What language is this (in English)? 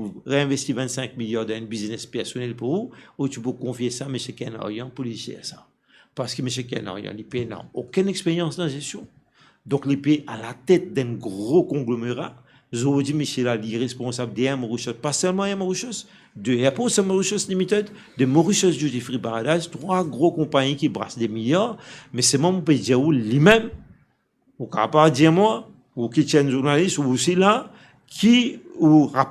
Morisyen